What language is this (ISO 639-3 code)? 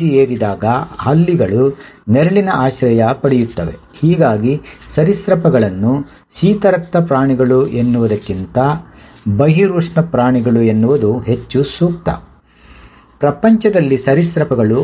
kan